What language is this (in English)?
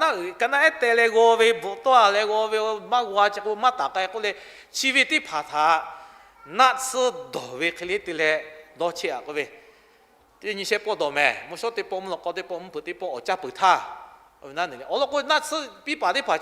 Lahu